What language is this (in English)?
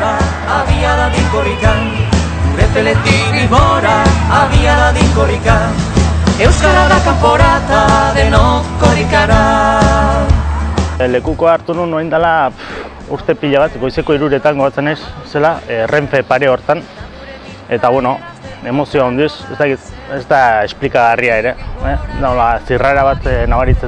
Basque